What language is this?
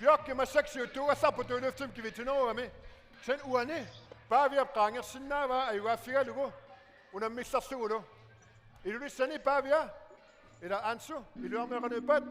Kalaallisut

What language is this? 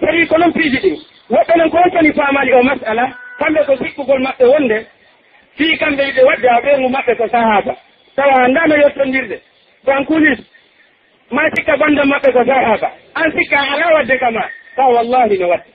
Pular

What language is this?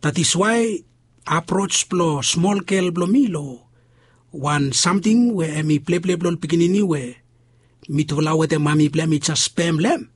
Bislama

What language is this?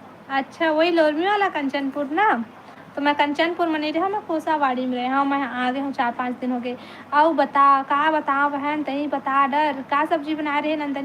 Chhattisgarhi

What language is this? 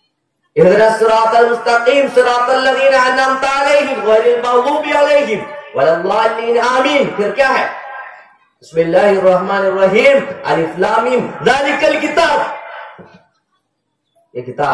Urdu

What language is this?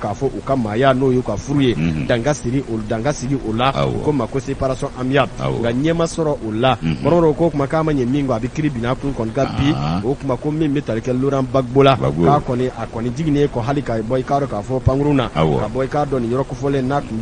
Bambara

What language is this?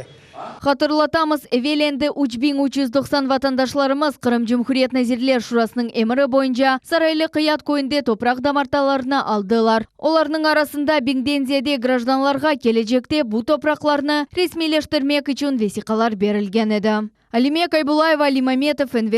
Crimean Tatar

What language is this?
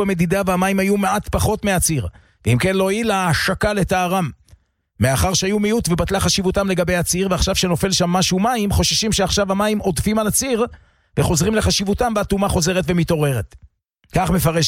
Hebrew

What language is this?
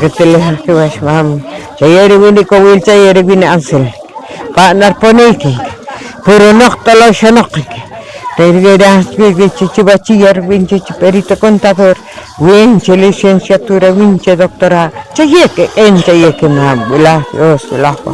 Poqomchi'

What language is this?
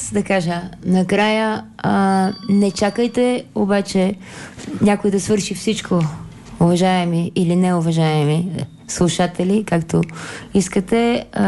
Bulgarian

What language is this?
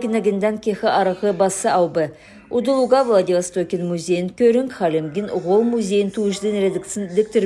Kalmyk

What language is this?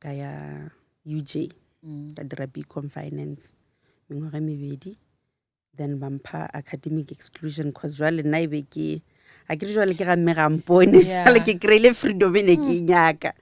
Northern Sotho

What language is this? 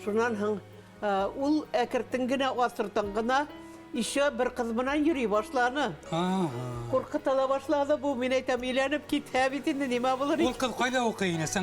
Bashkir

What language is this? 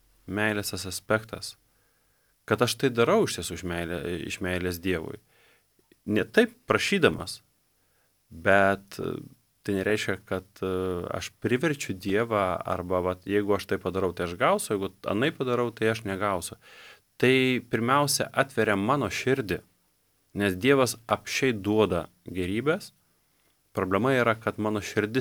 Lithuanian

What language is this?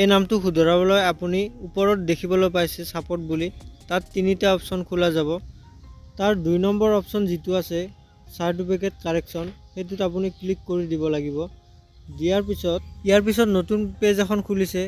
Assamese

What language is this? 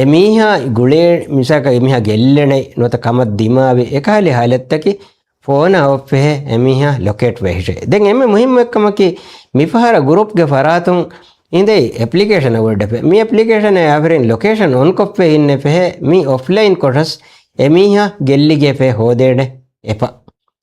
Divehi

